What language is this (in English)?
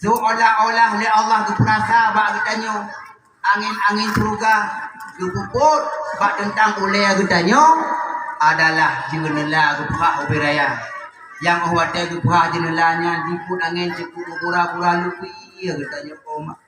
Achinese